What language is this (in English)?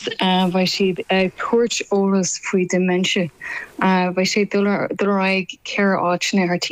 Irish